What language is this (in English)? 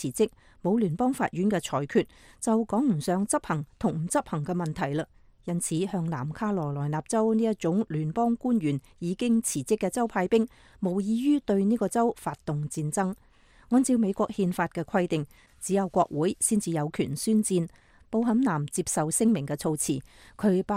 Cantonese